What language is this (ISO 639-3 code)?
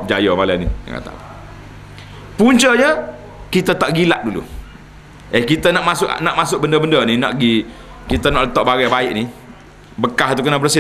msa